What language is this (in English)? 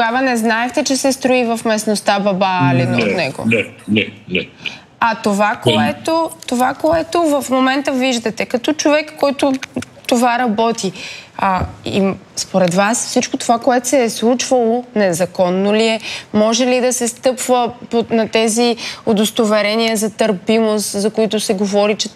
Bulgarian